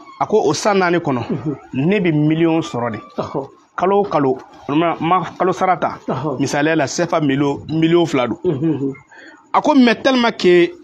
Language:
Bambara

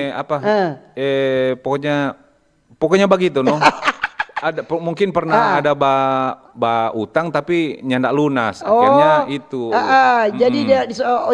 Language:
Manado Malay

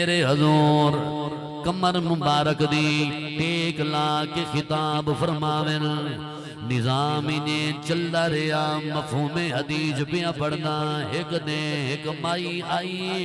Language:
Saraiki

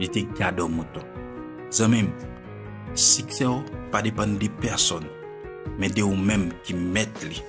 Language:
Haitian Creole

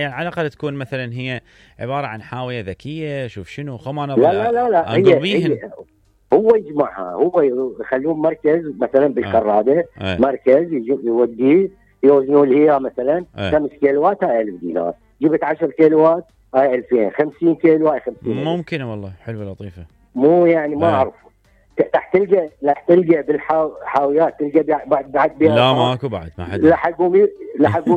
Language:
Mesopotamian Arabic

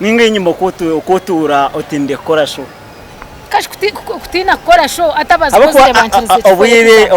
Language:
Nyankole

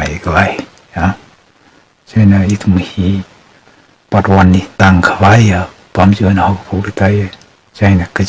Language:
Tangkhul Naga (India)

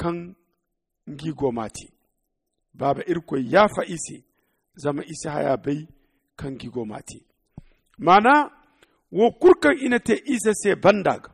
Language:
Zarma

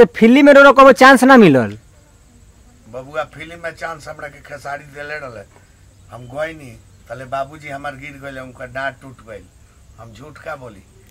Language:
Bhojpuri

